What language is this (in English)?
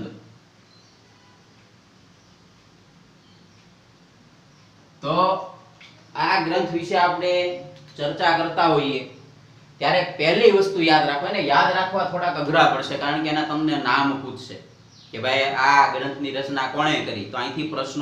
Gujarati